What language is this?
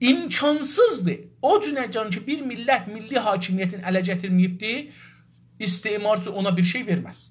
South Azerbaijani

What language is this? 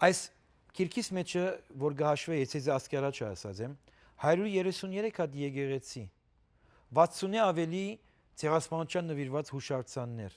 Western Armenian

